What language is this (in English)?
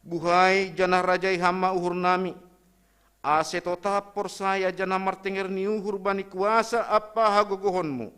Batak Simalungun